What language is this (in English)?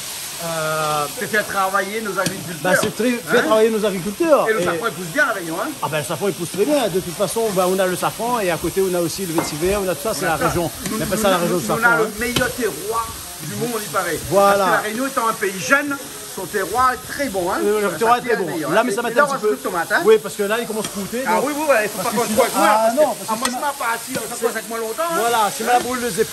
Réunion Creole French